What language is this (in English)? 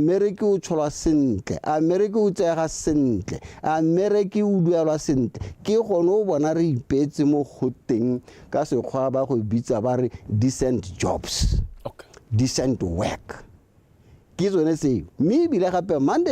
Tswana